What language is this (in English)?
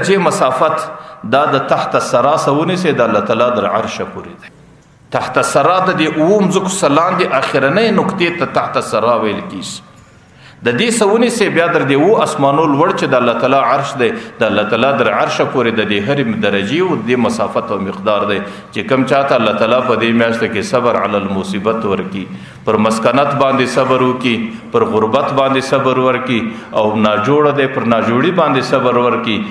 Pashto